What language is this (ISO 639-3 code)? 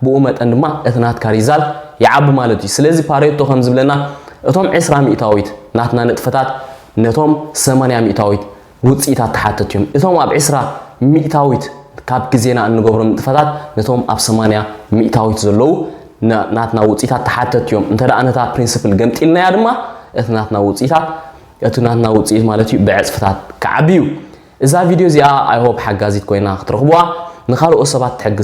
tir